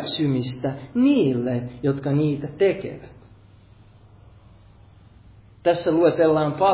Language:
Finnish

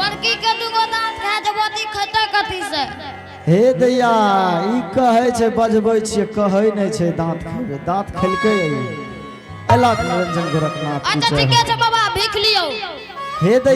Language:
Angika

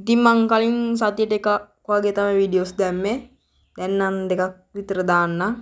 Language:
Sinhala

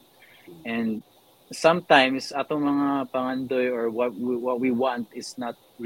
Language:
Filipino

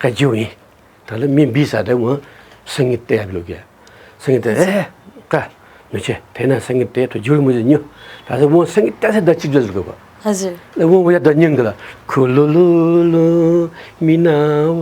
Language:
Newari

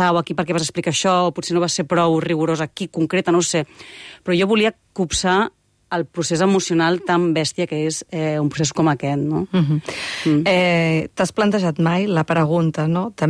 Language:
Catalan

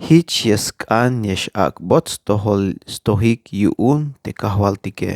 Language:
Tzeltal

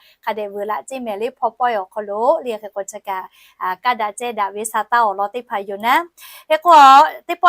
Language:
Lahu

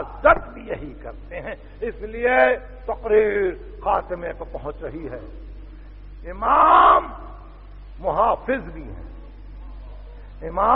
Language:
Urdu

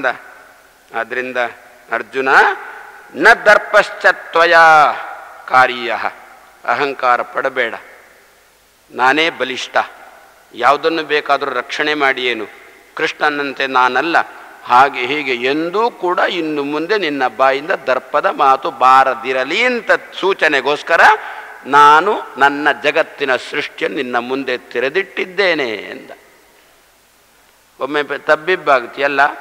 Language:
Kannada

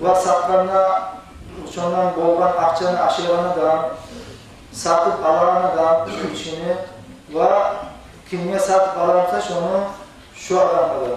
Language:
Kumyk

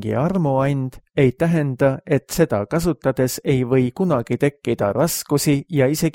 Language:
Estonian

